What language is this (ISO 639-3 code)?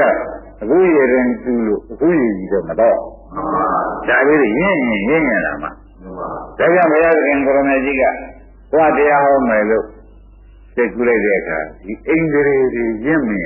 mya